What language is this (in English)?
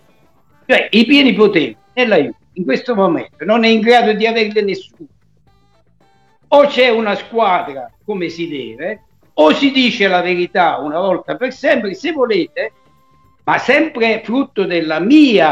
Italian